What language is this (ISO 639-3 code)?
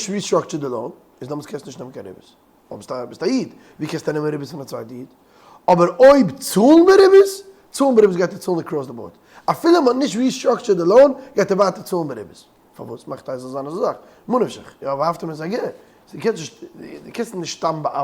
yid